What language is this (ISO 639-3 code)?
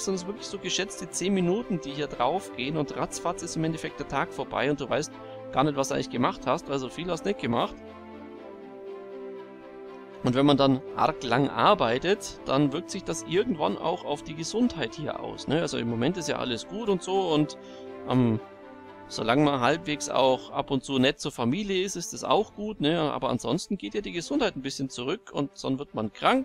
deu